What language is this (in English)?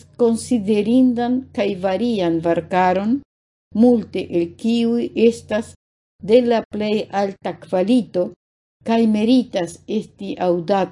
Esperanto